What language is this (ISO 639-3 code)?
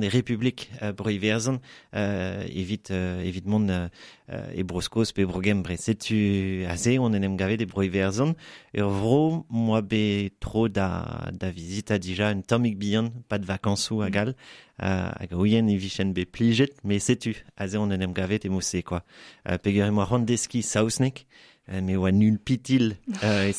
bre